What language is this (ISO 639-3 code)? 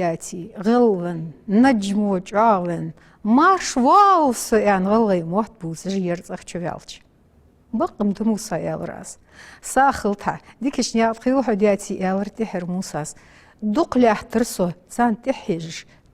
inh